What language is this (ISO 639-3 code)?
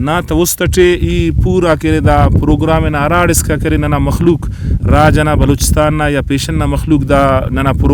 brh